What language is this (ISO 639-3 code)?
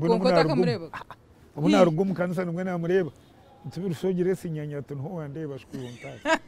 nyn